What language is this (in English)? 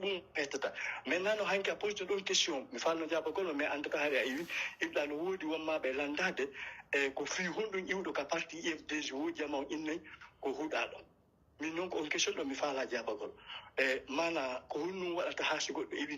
Pular